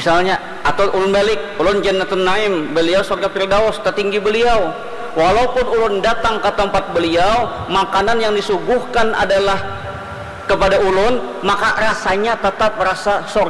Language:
Banjar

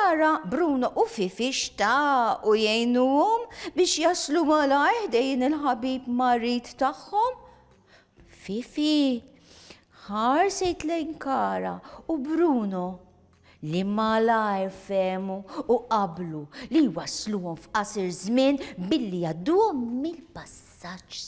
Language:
Maltese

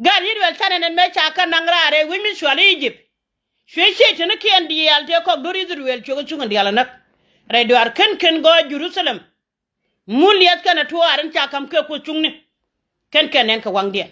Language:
Nuer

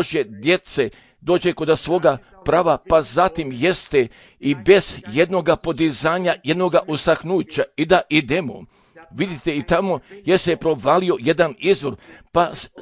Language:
Croatian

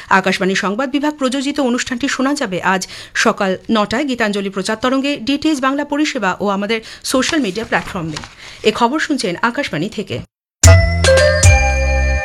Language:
Bangla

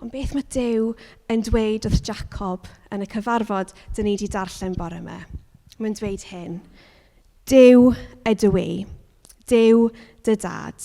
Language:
Welsh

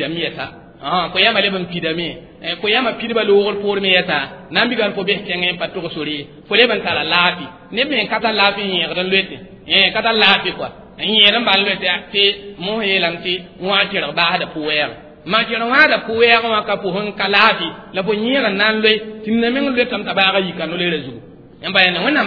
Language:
Mossi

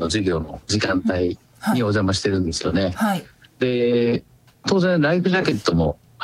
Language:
Japanese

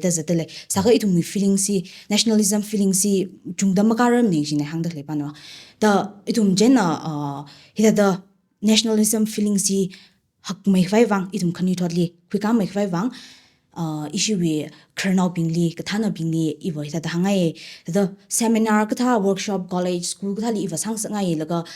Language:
Tangkhul Naga (India)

